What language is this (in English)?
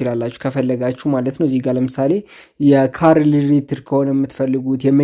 Amharic